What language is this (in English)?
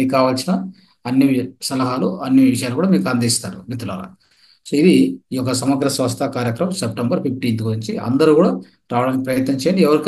Telugu